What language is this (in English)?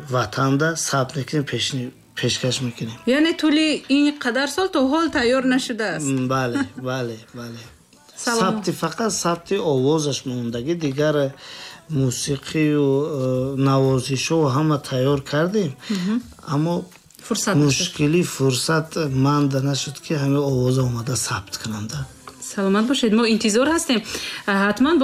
Tajik